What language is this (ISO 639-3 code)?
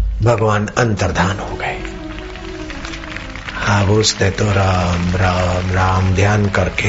hin